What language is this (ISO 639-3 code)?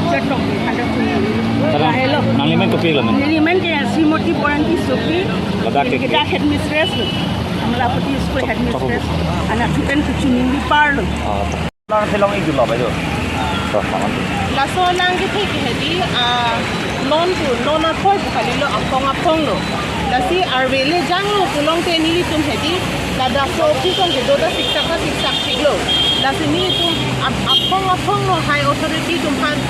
mjw